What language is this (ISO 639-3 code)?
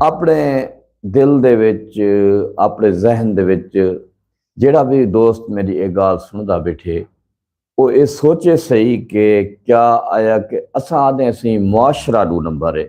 skr